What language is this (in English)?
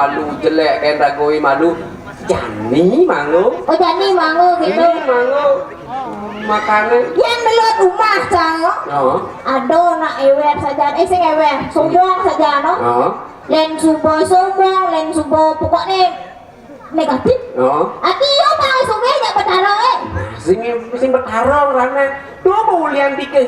Balinese